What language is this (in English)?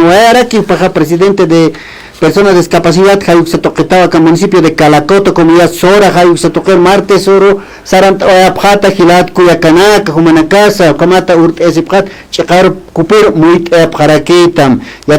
Aymara